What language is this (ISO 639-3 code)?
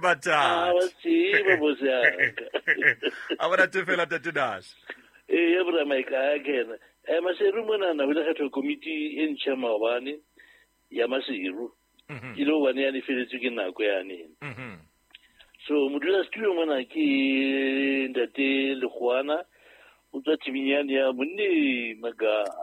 sot